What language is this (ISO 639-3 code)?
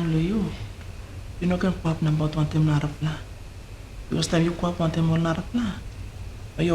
tpi